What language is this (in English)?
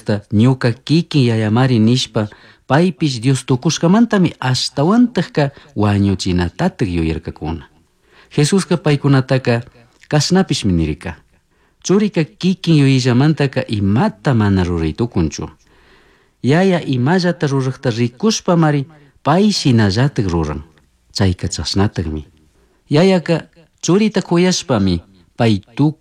Chimborazo Highland Quichua